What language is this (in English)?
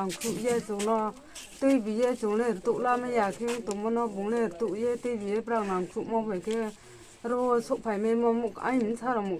Riang (India)